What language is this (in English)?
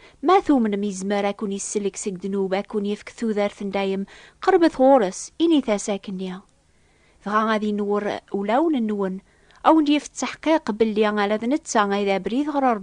Kabyle